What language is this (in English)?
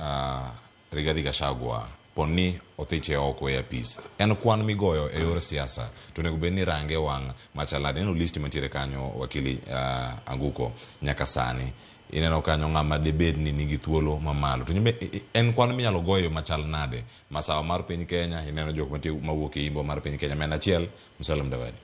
Luo (Kenya and Tanzania)